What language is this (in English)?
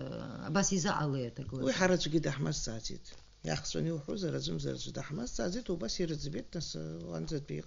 Abkhazian